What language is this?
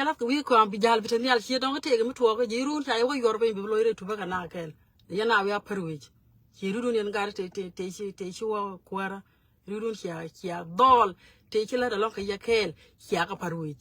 Nuer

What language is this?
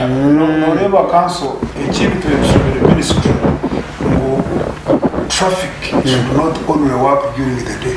Nyankole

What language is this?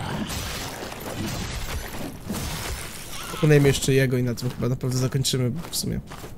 Polish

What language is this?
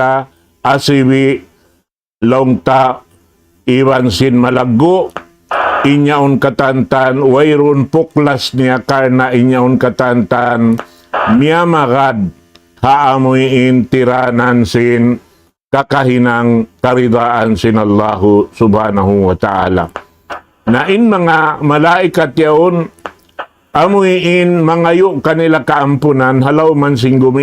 Tausug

